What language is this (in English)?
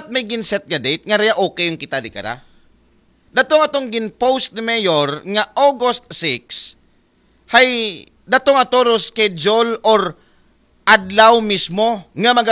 Aklanon